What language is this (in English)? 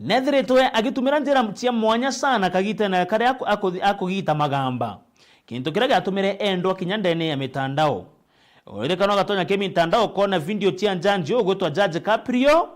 Meru